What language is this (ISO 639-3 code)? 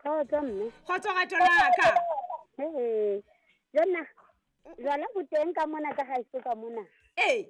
sot